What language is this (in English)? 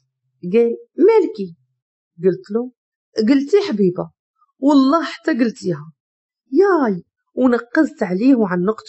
Moroccan Arabic